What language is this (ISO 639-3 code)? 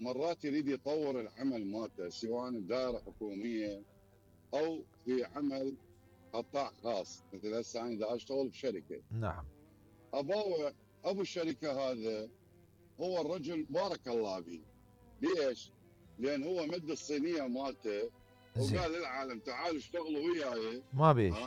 acm